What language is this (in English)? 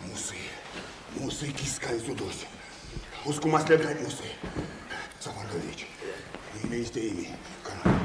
Erzya